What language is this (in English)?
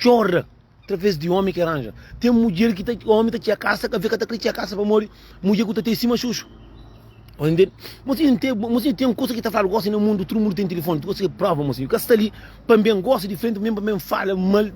Kabuverdianu